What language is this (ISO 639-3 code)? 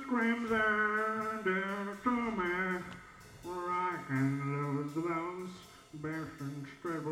isl